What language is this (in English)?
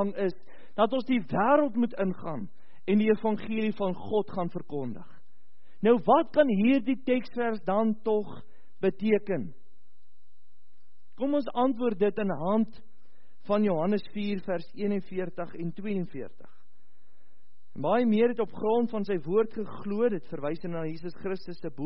Afrikaans